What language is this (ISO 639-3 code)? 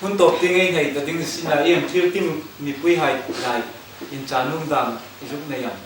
hmr